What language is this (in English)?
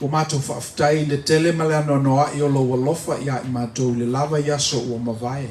Samoan